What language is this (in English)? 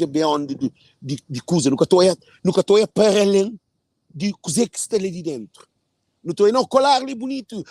Kabuverdianu